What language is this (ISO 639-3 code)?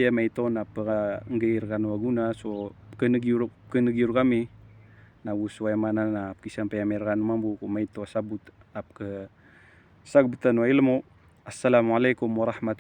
mrw